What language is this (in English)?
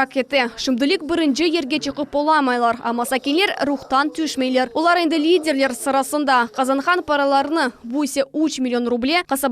Crimean Tatar